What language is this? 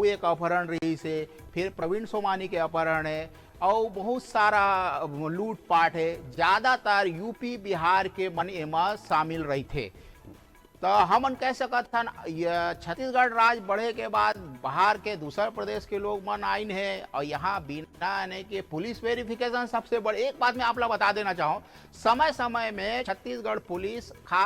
Chhattisgarhi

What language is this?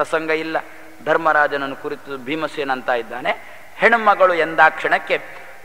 Kannada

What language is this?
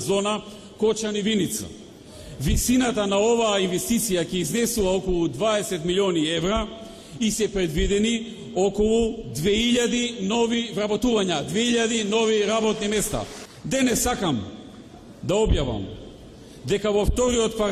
Macedonian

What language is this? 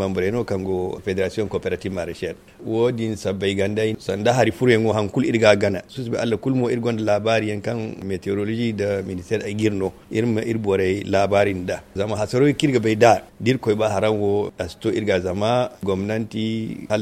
Zarma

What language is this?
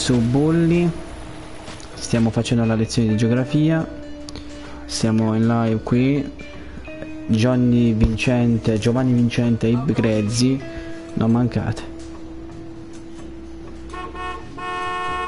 Italian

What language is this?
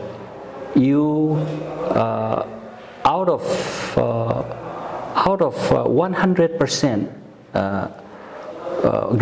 Paite Chin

